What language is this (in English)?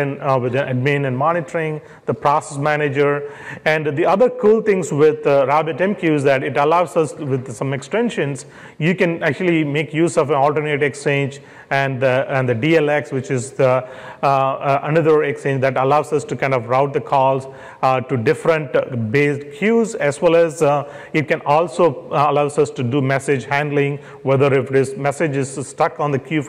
English